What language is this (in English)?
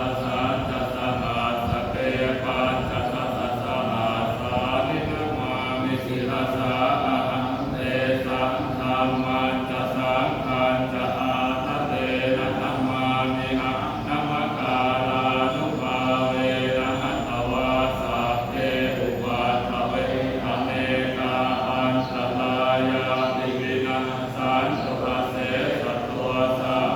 Pali